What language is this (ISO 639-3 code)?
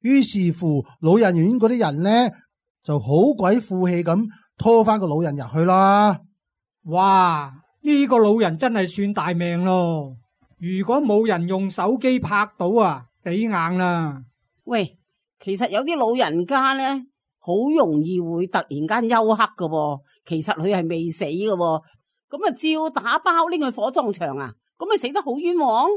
yue